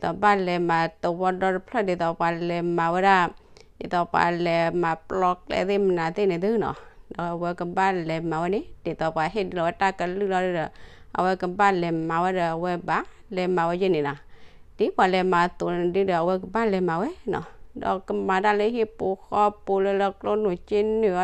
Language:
S'gaw Karen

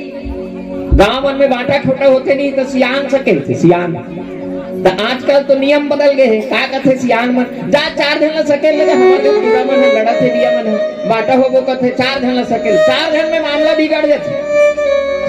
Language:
Chhattisgarhi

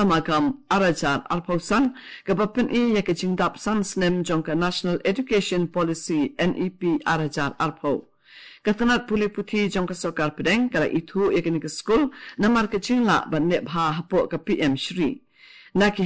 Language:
Khasi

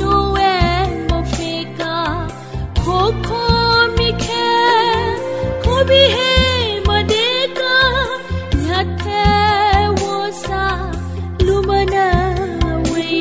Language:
Newari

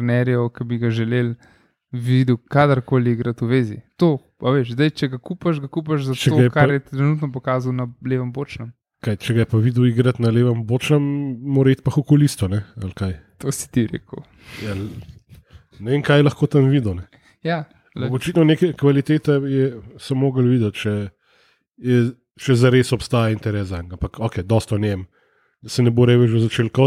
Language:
Slovenian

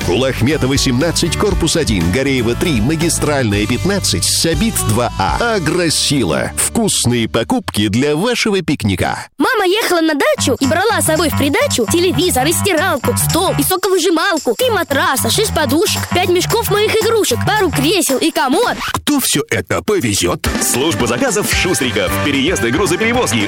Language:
Russian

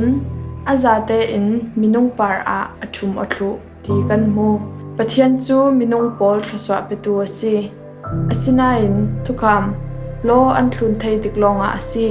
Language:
Falam Chin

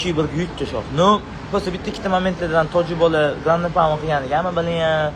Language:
Uzbek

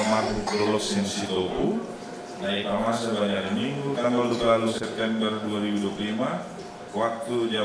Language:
Batak Simalungun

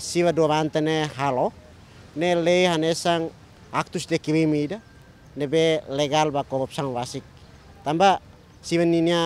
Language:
Tetum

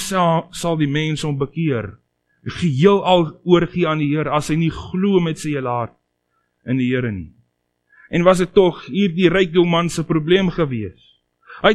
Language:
Afrikaans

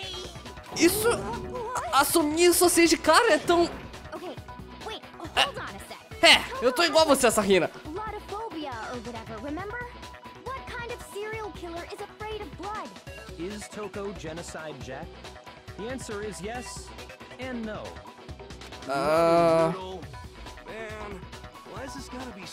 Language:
Portuguese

